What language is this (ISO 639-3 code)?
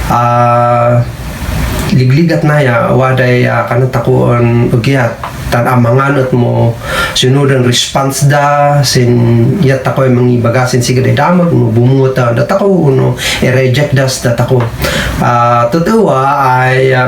kne